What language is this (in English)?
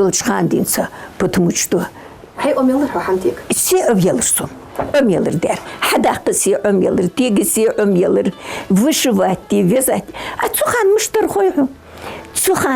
Ingush